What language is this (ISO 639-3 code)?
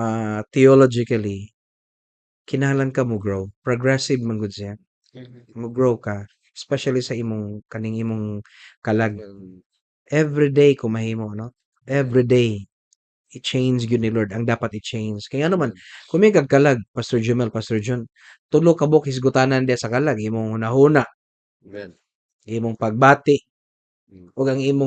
ceb